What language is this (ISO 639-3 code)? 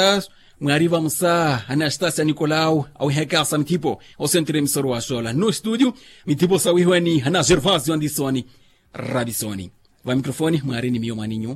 vmw